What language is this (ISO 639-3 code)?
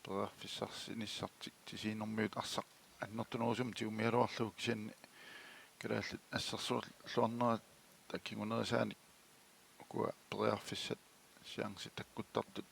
kal